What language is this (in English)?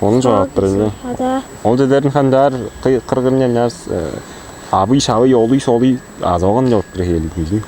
Tuvinian